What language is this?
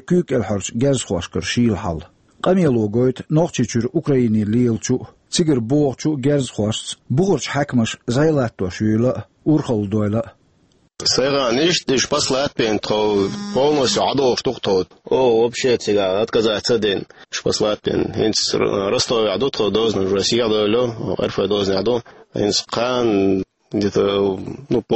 Chechen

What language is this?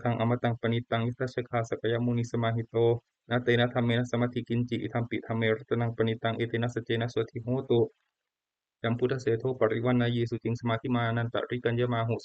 Pali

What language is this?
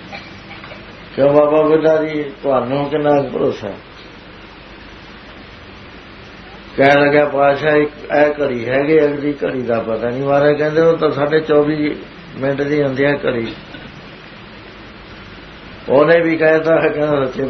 Punjabi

